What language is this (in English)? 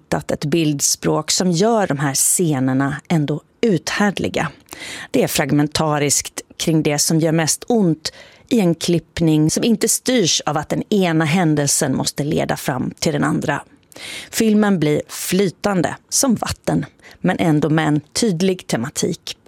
Swedish